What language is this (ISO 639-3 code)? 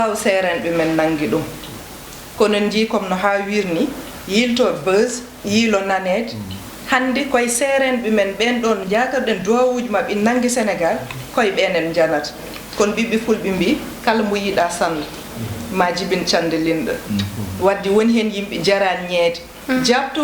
ful